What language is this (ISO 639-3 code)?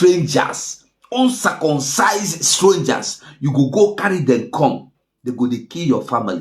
pcm